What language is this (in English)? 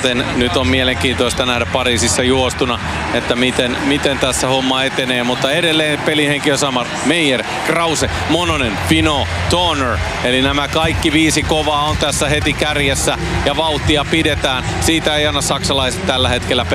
Finnish